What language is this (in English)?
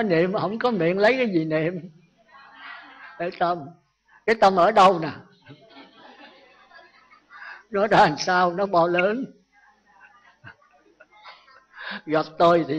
Vietnamese